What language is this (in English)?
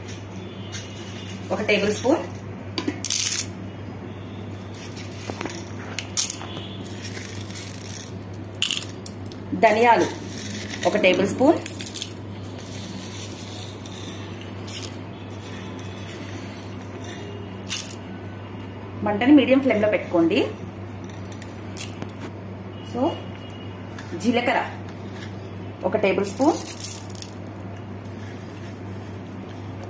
Telugu